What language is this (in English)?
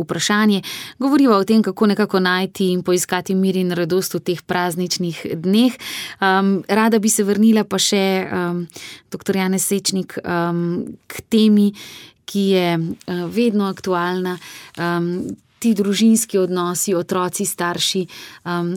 Slovenian